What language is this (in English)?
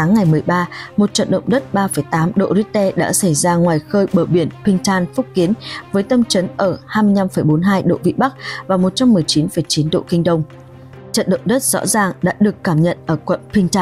Vietnamese